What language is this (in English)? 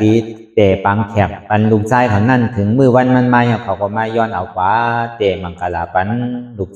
Shan